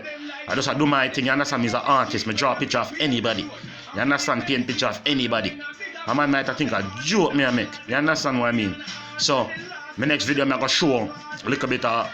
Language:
Jamaican Creole English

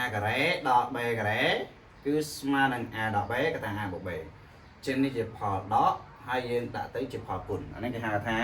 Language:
Khmer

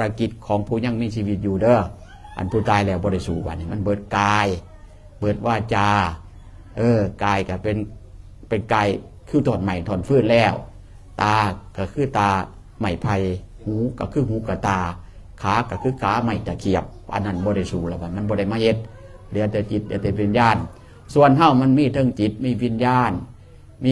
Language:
Northeastern Thai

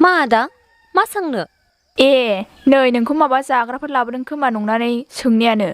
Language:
Bodo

